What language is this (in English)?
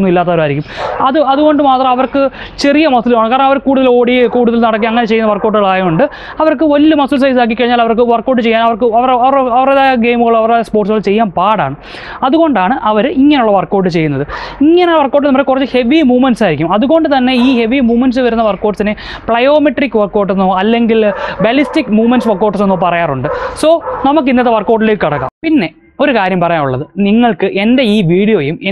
Malayalam